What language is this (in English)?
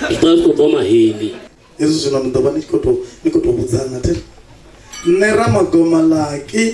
Venda